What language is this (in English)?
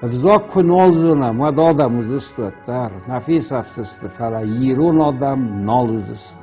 Ossetic